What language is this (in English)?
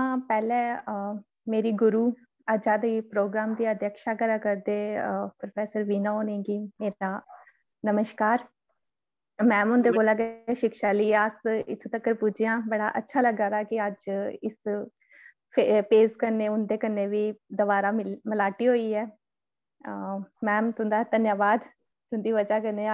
Dogri